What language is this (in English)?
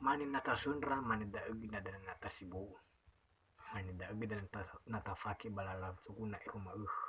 Nias